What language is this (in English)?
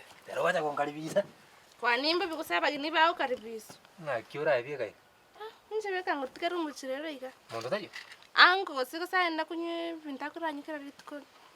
Gusii